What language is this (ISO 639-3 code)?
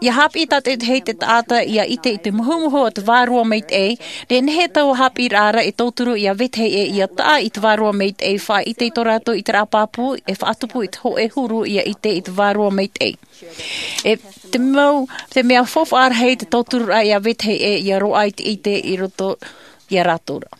tah